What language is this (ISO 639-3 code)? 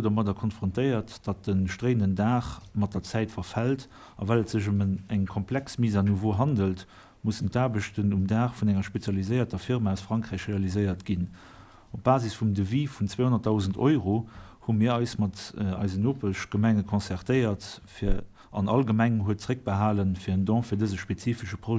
ltz